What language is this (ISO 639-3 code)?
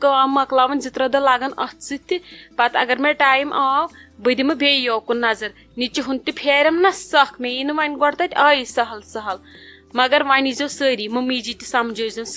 kas